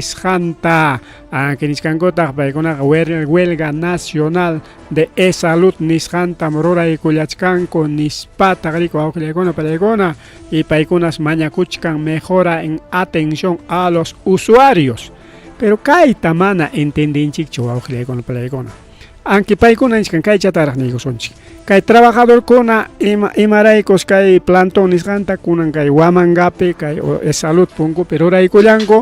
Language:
Ayacucho Quechua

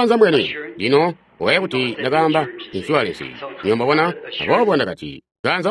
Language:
Tonga (Zambia)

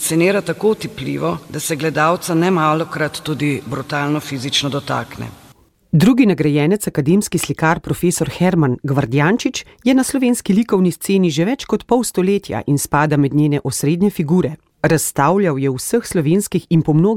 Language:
Slovenian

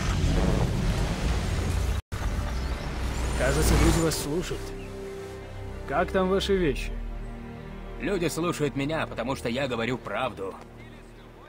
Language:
Russian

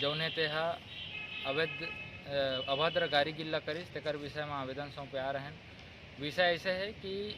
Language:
Chhattisgarhi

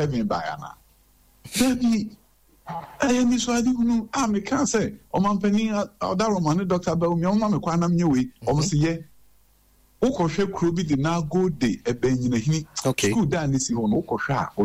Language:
Akan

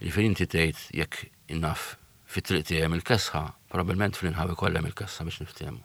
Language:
Maltese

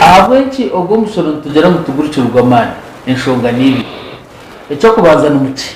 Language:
Nyankole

